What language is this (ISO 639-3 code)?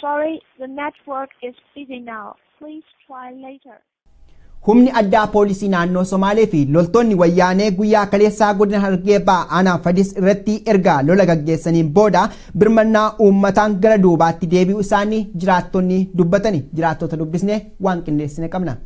orm